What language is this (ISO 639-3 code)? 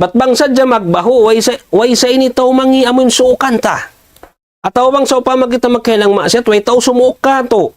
tsg